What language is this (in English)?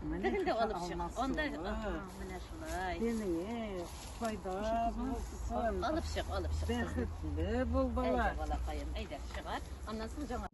Tatar